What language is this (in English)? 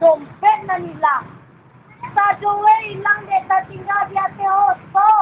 Minangkabau